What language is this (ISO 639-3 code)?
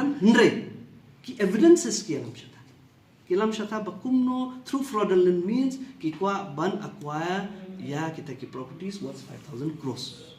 kha